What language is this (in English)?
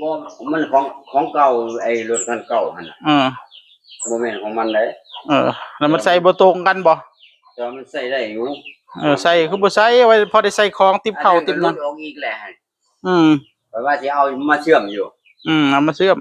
Northeastern Thai